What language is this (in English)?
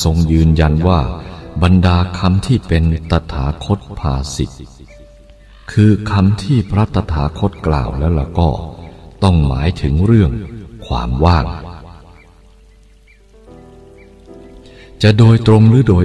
Thai